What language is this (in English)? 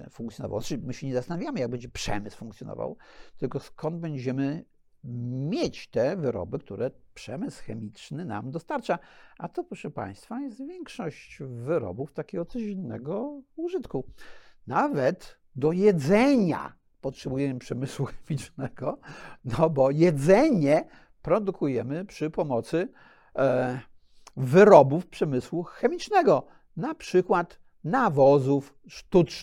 Polish